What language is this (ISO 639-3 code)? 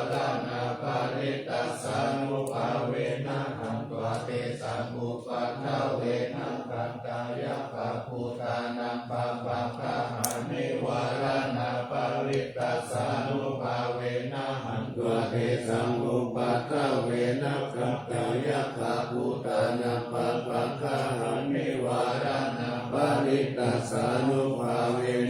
pli